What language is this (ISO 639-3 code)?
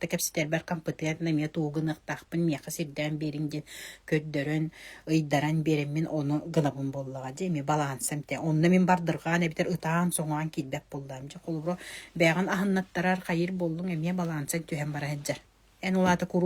sah